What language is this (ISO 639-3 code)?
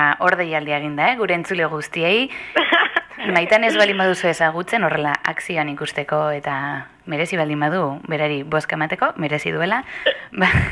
eus